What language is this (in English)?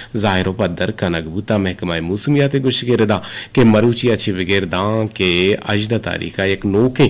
Eastern Balochi